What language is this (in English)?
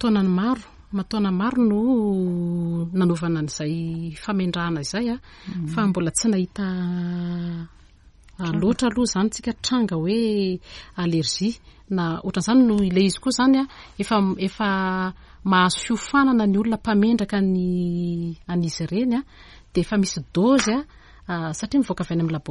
Malagasy